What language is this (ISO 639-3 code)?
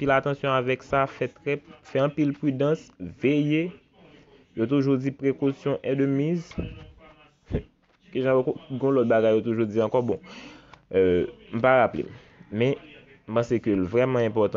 hat